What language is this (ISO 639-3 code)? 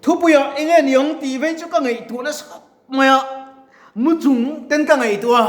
lus